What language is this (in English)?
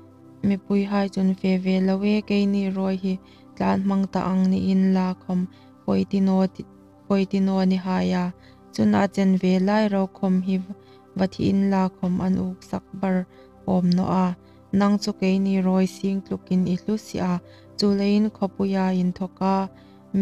Hmar